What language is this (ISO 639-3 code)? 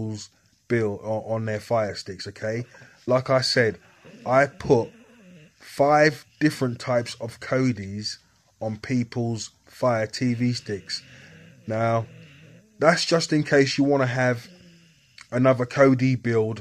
eng